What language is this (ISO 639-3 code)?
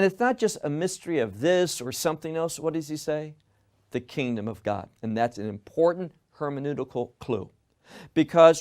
eng